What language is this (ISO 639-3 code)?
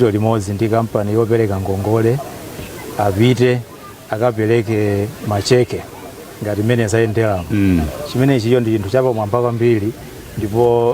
nya